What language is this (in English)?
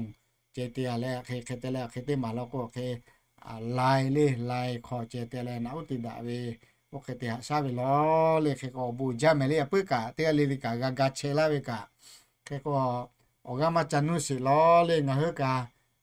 Lahu